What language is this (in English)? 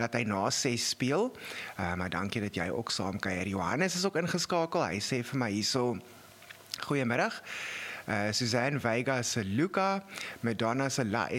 Afrikaans